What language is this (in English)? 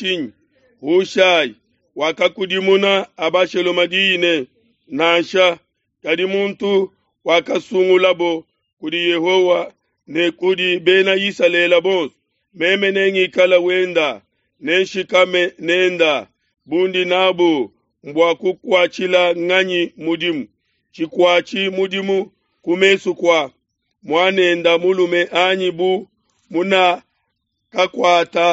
Luba-Lulua